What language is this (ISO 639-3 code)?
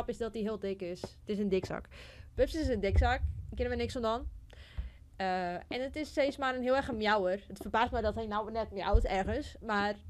fry